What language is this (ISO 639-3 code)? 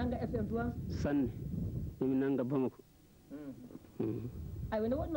ful